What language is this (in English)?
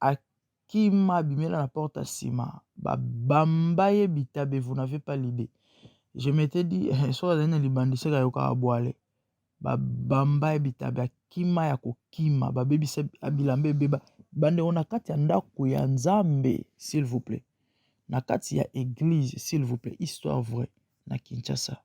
Lingala